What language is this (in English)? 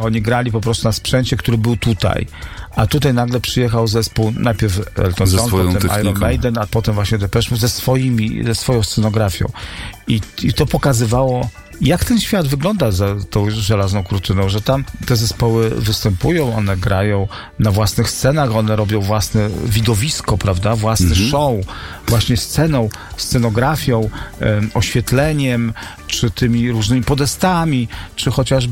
Polish